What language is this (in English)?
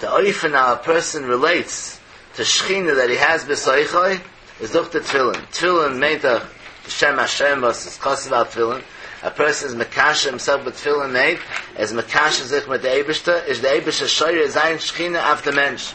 Yiddish